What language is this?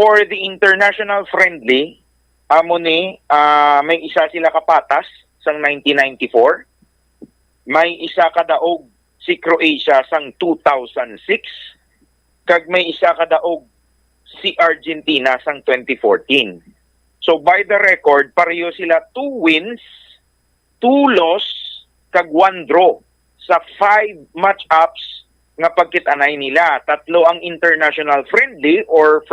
Hiligaynon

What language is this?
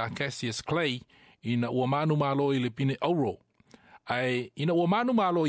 Samoan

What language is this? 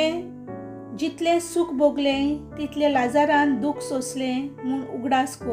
Konkani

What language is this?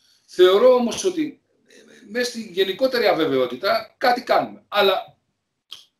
Greek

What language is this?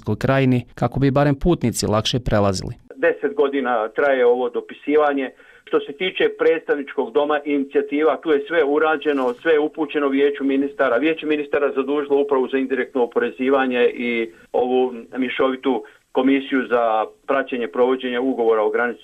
Bosnian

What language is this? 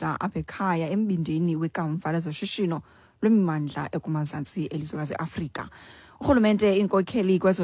Xhosa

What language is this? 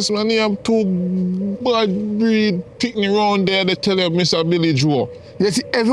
Jamaican Creole English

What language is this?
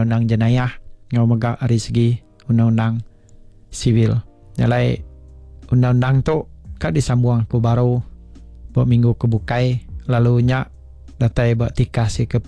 Iban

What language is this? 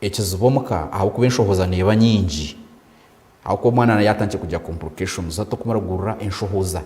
Nyankole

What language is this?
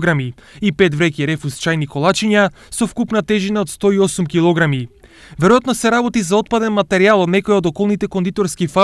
Macedonian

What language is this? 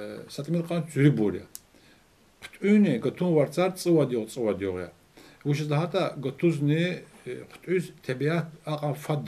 Lezghian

